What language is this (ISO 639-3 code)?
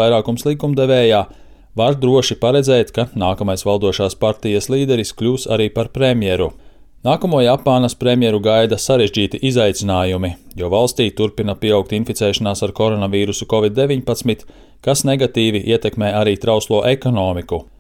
lav